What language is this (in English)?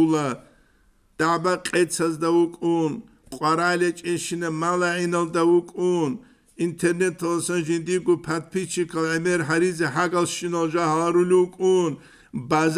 Avaric